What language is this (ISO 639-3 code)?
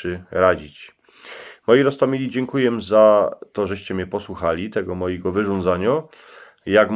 szl